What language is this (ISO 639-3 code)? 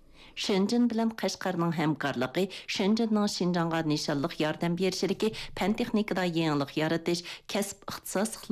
uig